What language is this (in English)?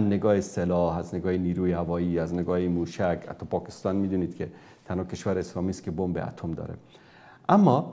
Persian